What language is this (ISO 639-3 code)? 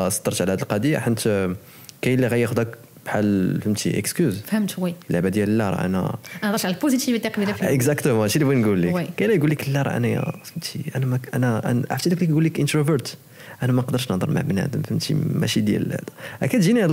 ary